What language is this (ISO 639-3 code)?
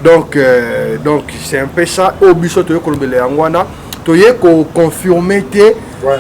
lin